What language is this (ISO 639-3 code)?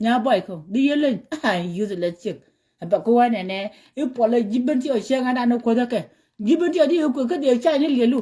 nus